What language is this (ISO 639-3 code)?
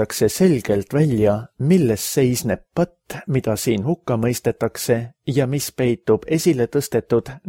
est